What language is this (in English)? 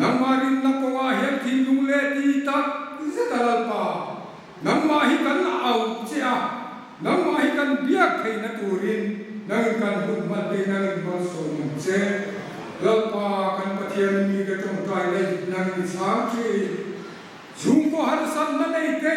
Hmar